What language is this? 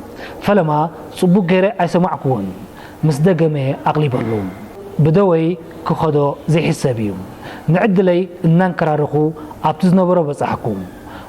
Tigrinya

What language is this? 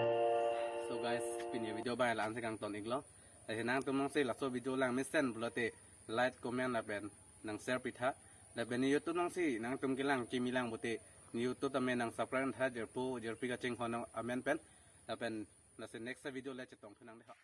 Karbi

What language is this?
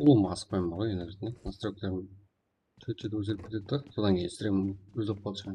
Kara-Kalpak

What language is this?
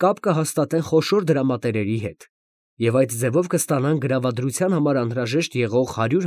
Armenian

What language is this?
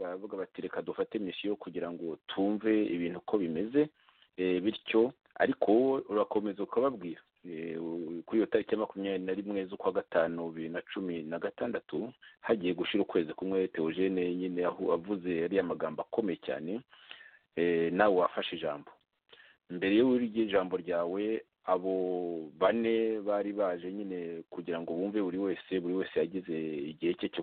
Kinyarwanda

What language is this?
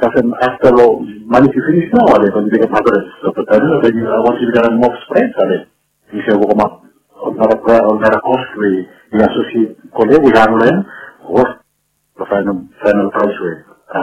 Bislama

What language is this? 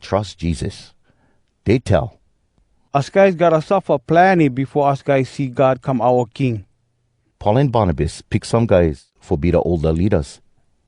Hawai'i Creole English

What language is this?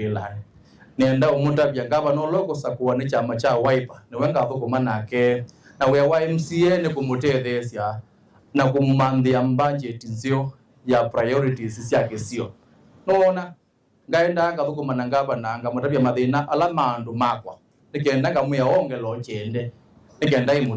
Kamba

